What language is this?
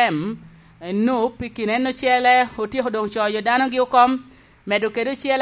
Lango (Uganda)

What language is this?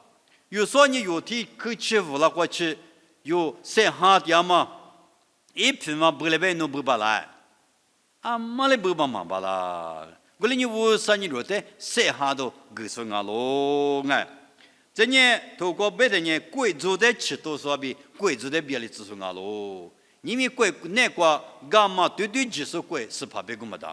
Lisu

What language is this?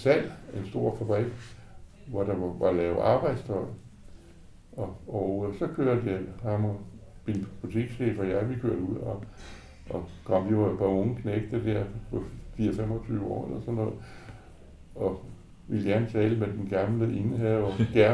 Danish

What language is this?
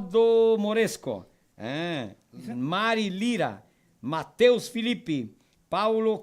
Venetian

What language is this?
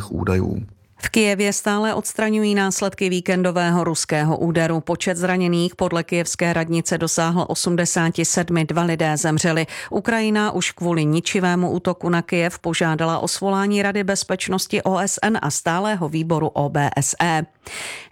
Czech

